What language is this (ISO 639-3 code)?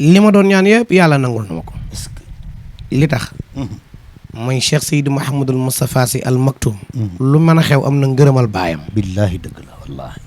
wol